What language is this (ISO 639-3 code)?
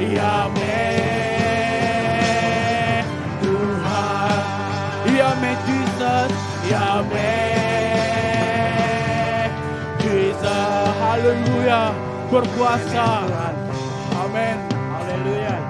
iba